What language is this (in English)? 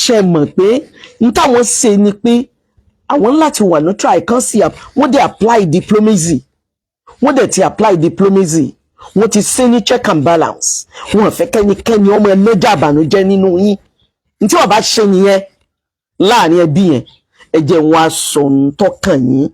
Yoruba